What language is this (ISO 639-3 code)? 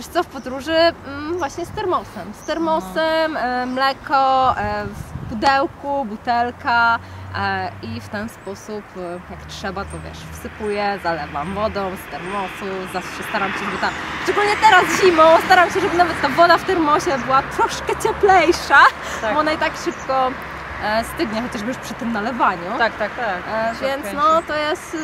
pol